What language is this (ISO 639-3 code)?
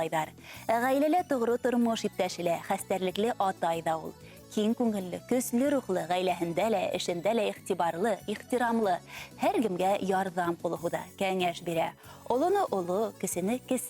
bak